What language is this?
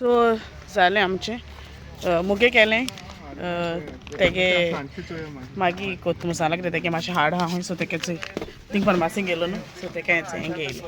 Konkani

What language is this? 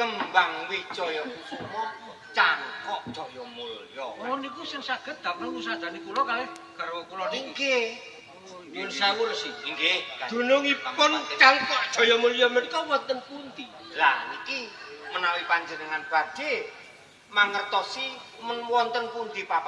Javanese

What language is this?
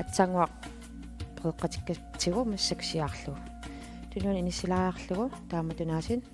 Kalaallisut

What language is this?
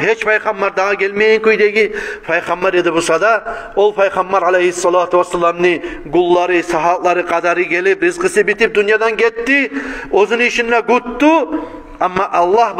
Kumyk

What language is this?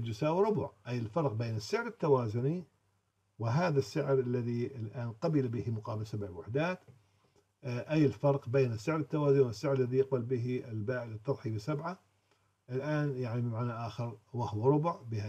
Arabic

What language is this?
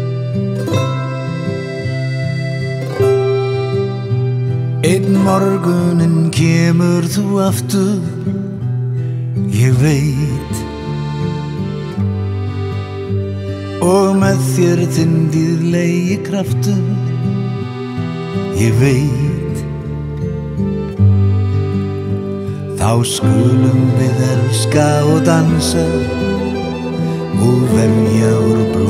Icelandic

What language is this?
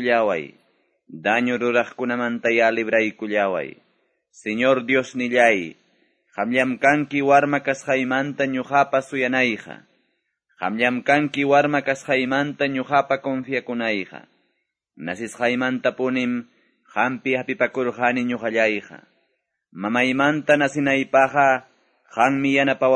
Quechua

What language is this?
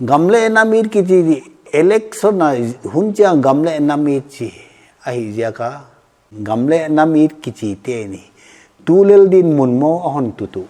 Paite Chin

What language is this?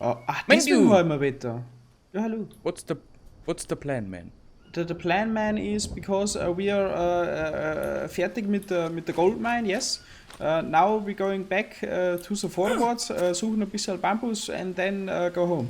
Bavarian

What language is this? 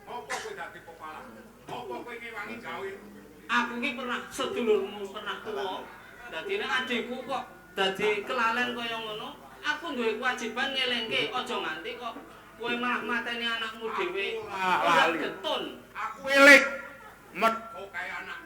Javanese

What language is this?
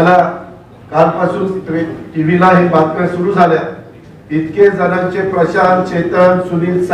Marathi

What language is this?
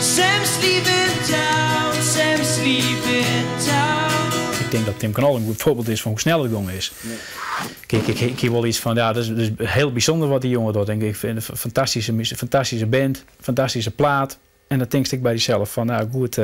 Western Frisian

